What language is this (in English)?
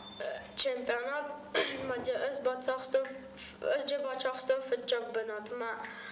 Ossetic